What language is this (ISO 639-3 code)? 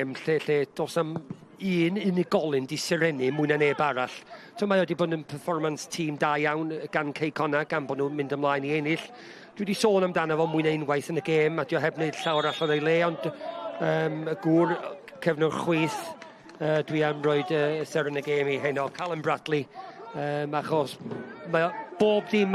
cym